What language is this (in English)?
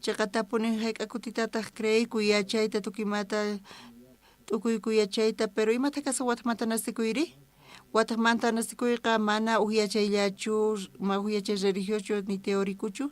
South Bolivian Quechua